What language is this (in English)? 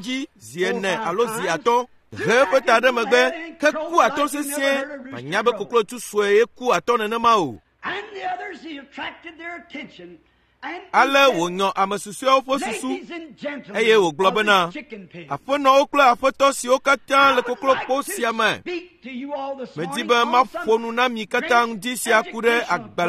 Ewe